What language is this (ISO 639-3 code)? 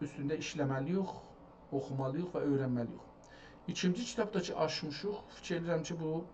azb